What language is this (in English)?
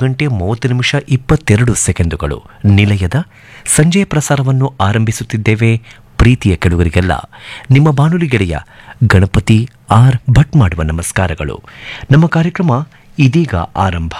Kannada